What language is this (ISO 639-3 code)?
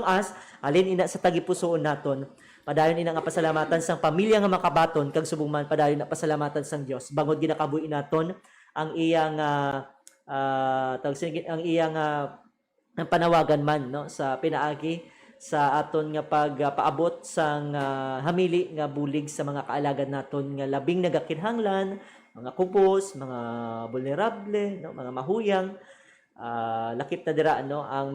hil